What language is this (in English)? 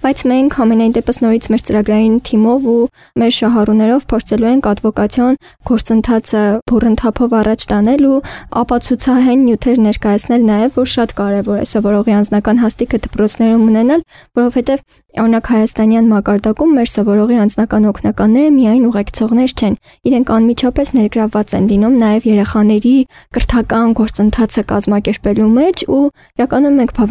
Armenian